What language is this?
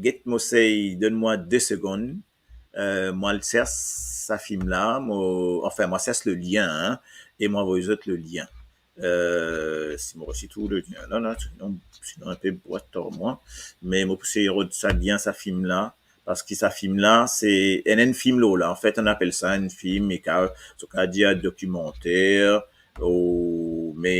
Morisyen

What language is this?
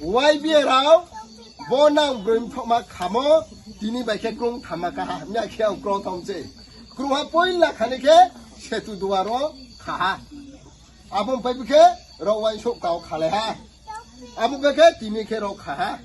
Riang (India)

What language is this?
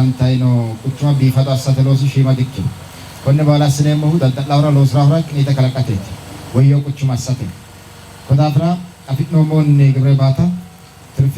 Sidamo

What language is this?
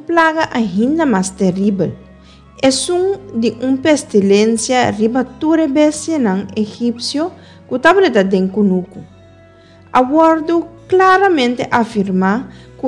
Papiamento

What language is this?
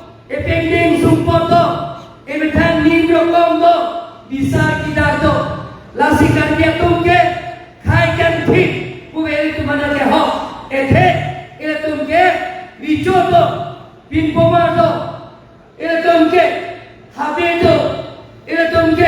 Karbi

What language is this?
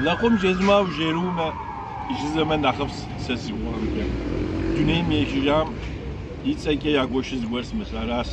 Kabardian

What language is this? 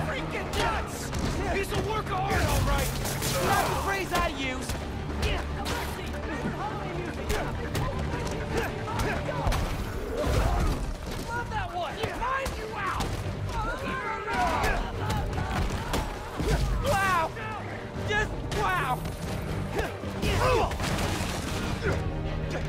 English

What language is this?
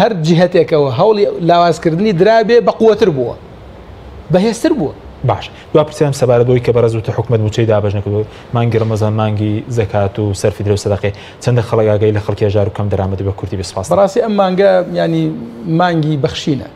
Central Kurdish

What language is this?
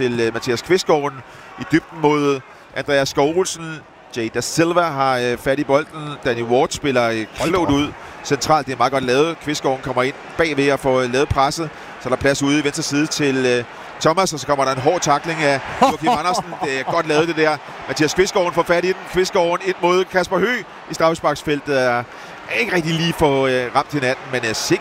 Danish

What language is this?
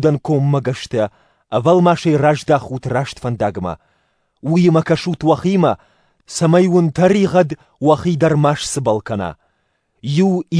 Ossetic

